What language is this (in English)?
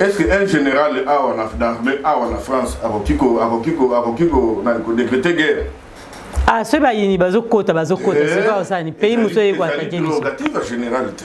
Lingala